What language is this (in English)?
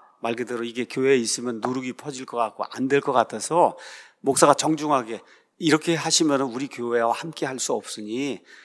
Korean